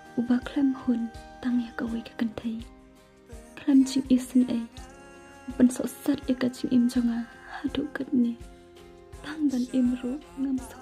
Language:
Khasi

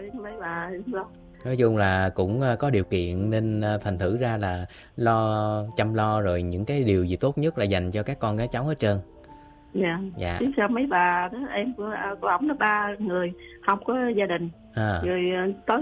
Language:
Vietnamese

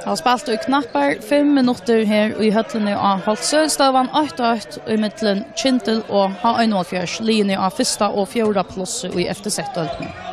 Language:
Faroese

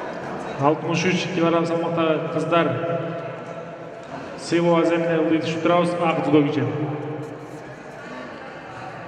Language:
Kazakh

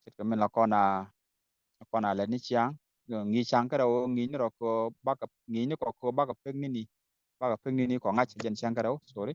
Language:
Nuer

